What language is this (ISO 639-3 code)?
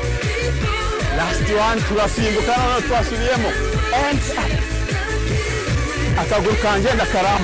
kin